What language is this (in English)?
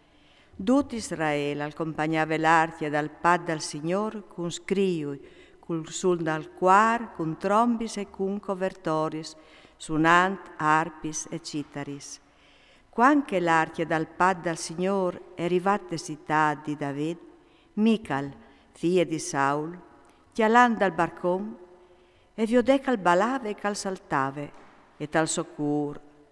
Friulian